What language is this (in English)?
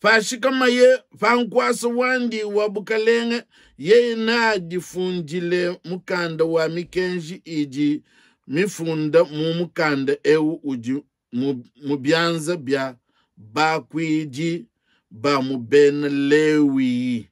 Luba-Lulua